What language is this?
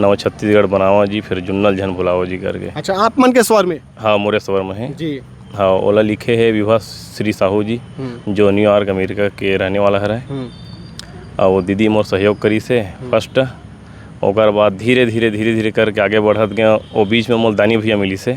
Chhattisgarhi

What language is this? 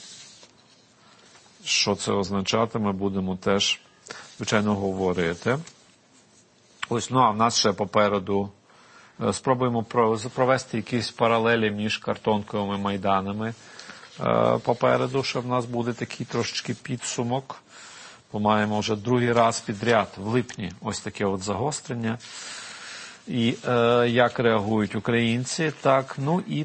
Ukrainian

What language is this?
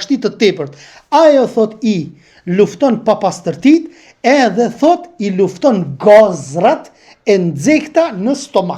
Albanian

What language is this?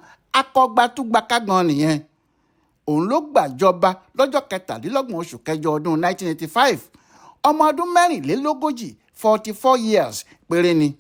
Yoruba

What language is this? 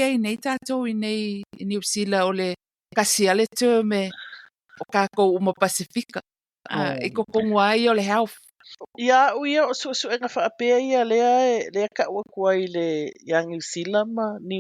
Samoan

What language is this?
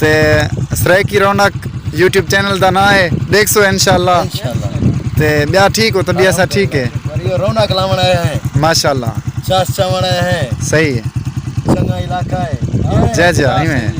Saraiki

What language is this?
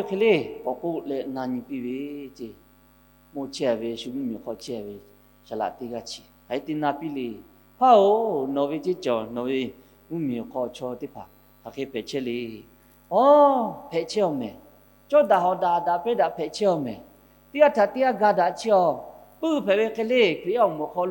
Lahu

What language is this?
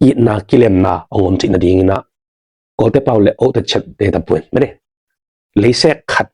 Tedim Chin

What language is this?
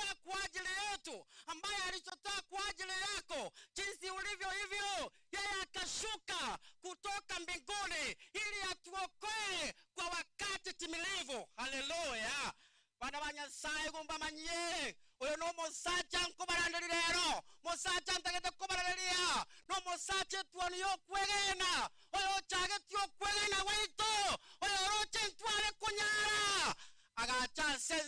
Gusii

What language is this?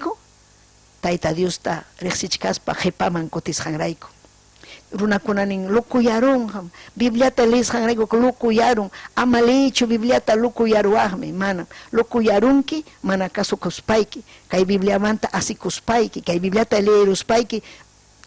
Ayacucho Quechua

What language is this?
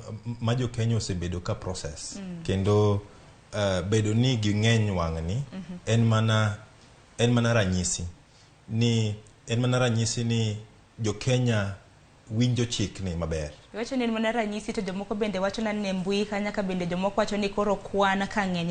Luo (Kenya and Tanzania)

